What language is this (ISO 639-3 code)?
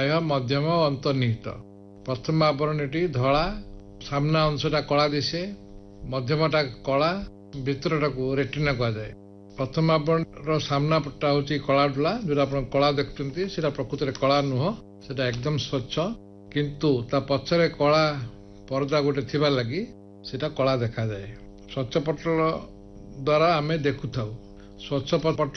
ori